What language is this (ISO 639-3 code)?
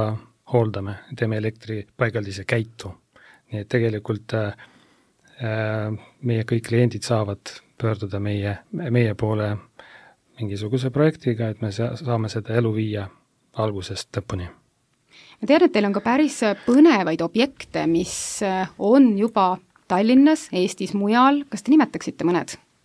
est